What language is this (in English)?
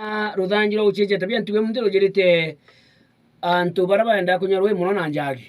Meru